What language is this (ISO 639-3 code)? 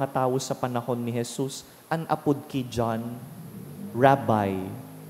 bik